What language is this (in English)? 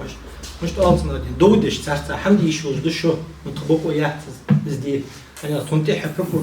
Ingush